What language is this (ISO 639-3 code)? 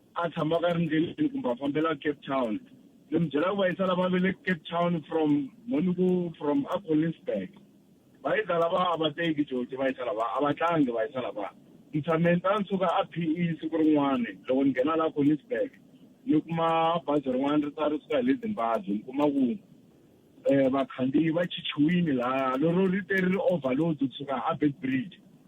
tso